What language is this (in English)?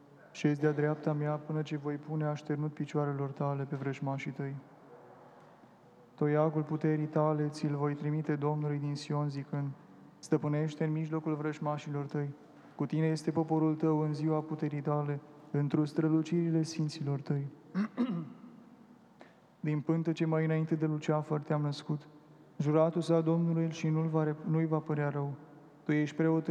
Romanian